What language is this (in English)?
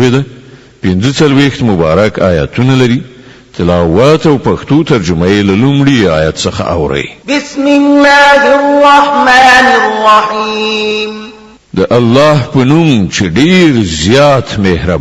Pashto